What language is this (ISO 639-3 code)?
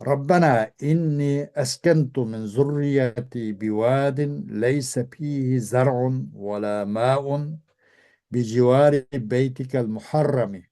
uig